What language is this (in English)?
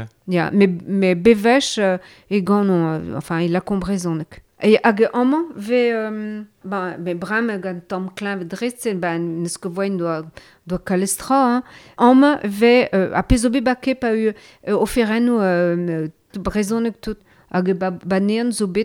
Breton